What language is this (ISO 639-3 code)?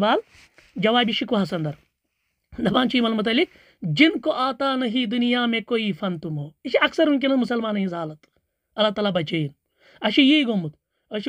kas